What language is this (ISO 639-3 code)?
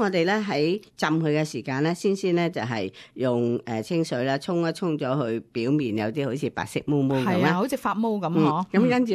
yue